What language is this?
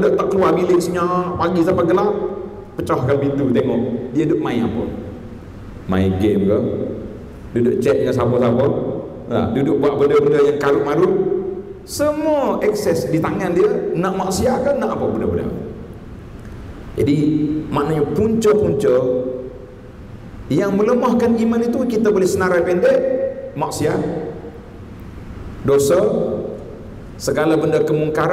Malay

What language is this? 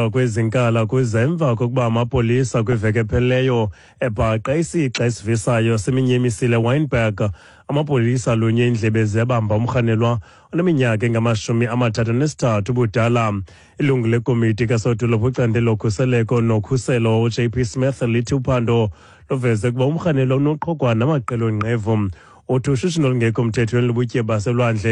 Xhosa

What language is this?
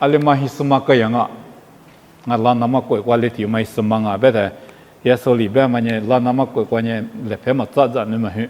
Lisu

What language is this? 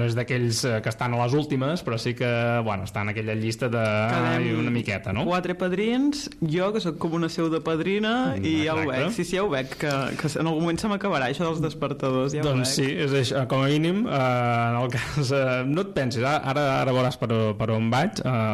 Catalan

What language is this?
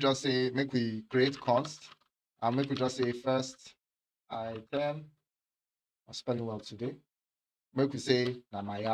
Nigerian Pidgin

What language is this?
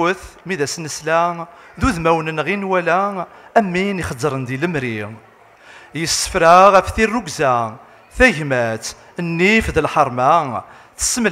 Kabyle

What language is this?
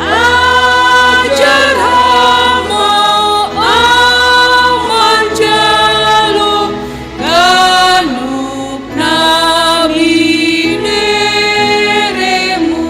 Batak Simalungun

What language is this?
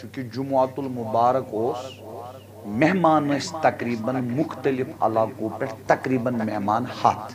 Kashmiri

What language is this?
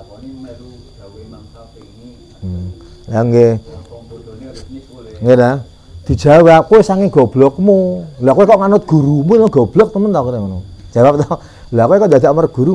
Javanese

